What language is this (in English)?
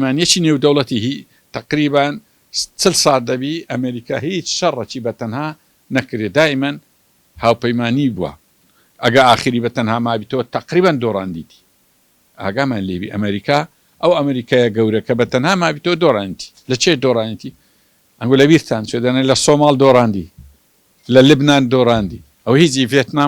Central Kurdish